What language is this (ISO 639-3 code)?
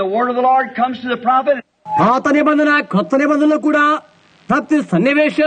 tel